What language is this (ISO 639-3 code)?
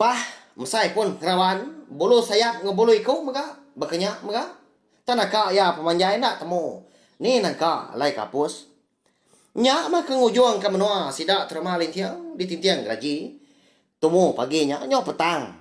iba